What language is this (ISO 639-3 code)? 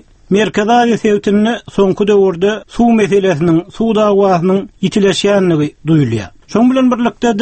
tuk